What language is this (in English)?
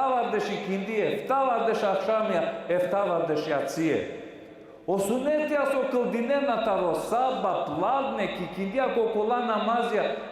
Balkan Romani